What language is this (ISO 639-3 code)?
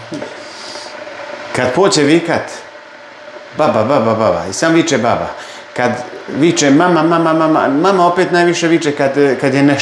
hrv